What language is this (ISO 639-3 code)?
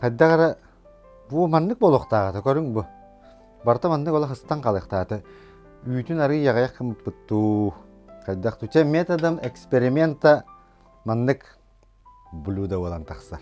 sah